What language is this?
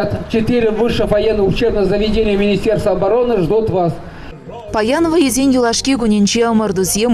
Chuvash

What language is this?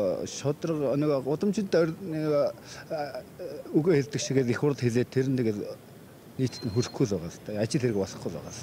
Mongolian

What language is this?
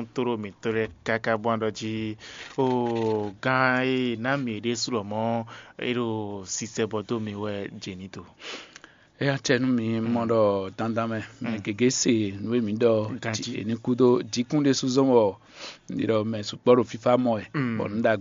Fon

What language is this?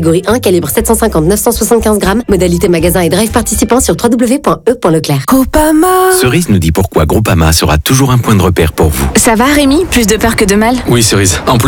French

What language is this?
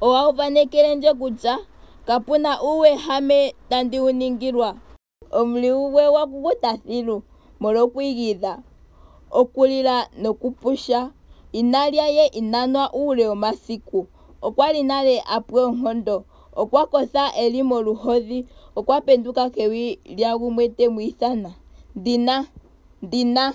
Ndonga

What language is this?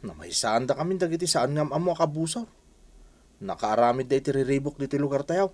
Iloko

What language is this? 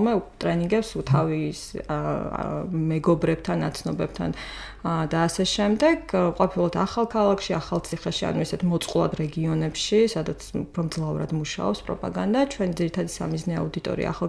Georgian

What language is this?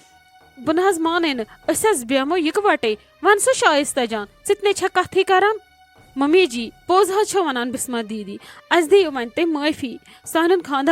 Kashmiri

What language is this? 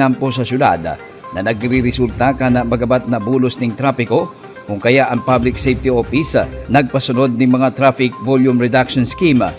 Bikol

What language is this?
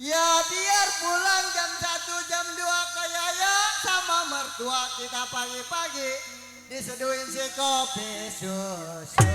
Betawi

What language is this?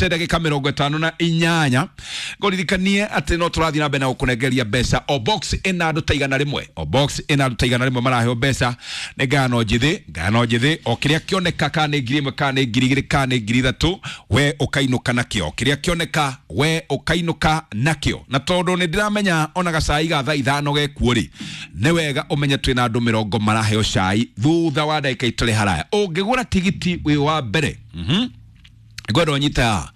Kikuyu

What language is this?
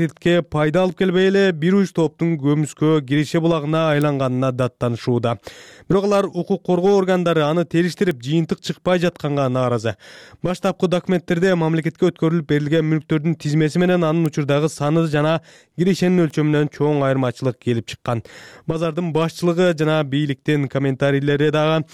Kyrgyz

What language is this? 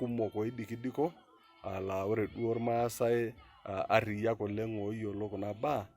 Masai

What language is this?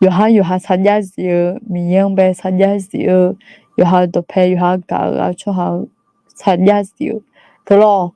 Akha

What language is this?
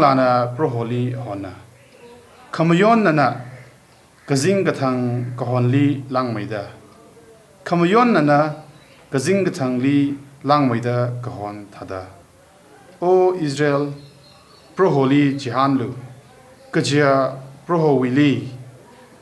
Tangkhul Naga (India)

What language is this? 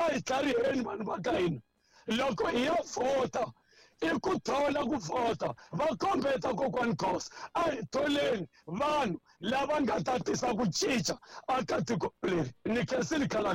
Tsonga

